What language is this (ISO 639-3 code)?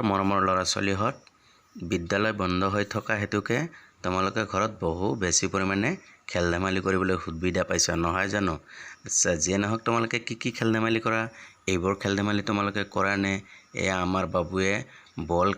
asm